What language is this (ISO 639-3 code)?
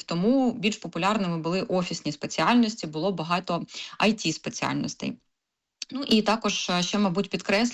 ukr